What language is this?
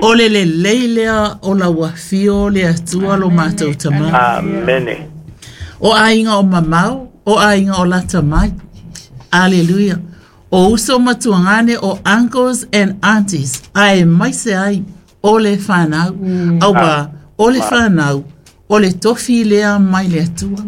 Samoan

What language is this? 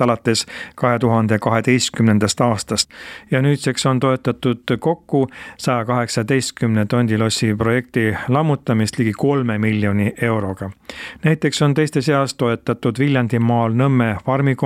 Estonian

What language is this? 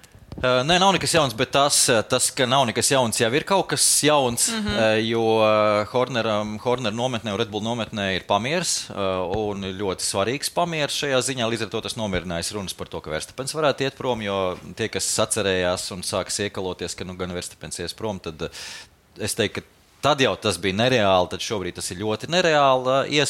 Latvian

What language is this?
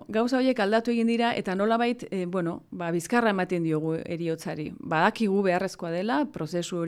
Basque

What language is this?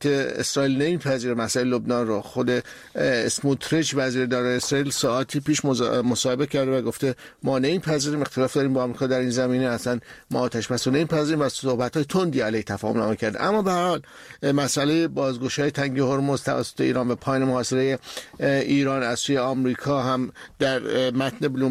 Persian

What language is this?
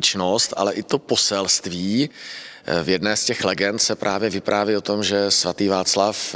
Czech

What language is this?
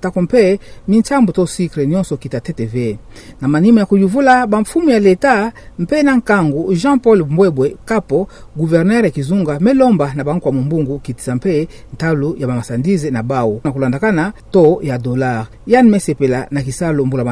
Kituba (Democratic Republic of Congo)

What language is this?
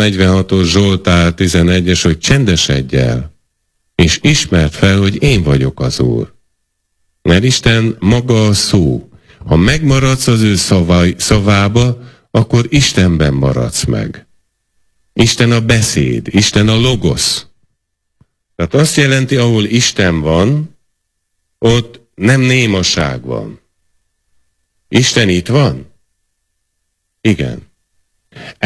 Hungarian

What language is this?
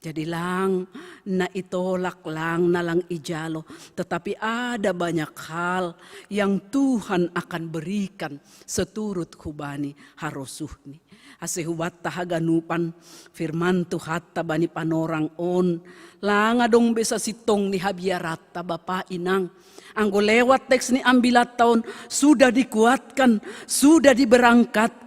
Batak Simalungun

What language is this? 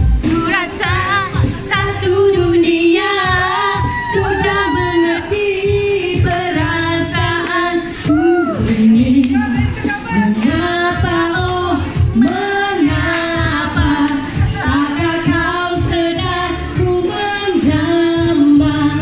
Malay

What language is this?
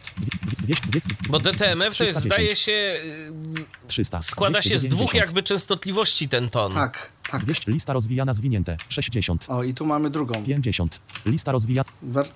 Polish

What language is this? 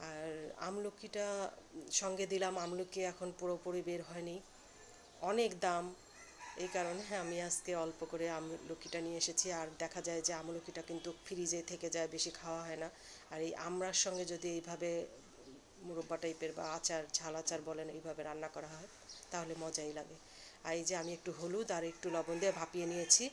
Bangla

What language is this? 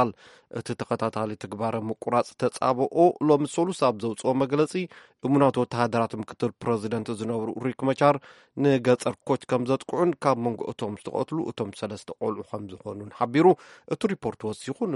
Tigrinya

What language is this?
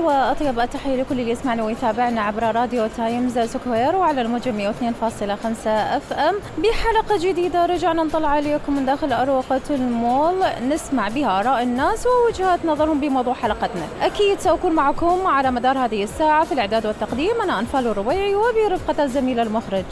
Mesopotamian Arabic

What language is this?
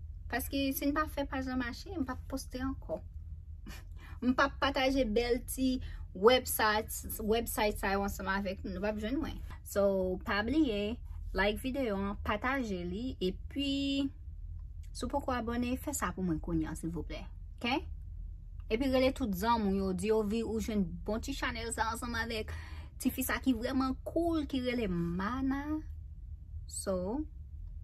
Haitian Creole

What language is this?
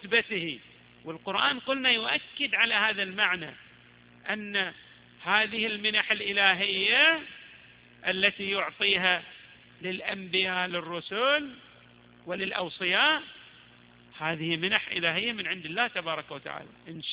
Arabic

